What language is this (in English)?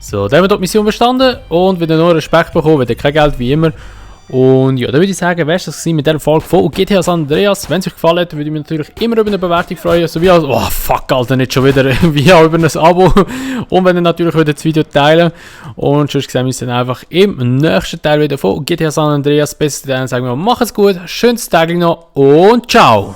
Swiss German